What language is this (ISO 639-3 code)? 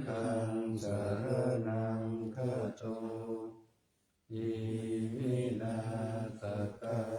pli